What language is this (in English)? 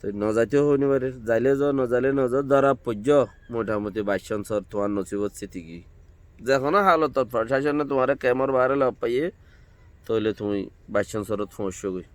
Rohingya